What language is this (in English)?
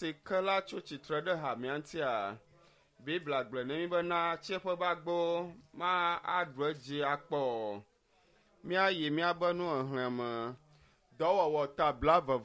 Ewe